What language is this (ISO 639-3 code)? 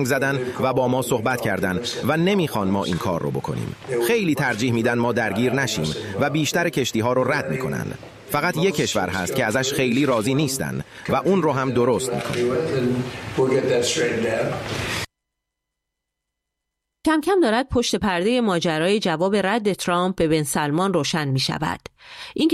fas